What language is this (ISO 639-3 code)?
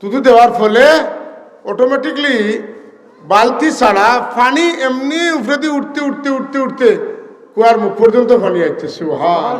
syl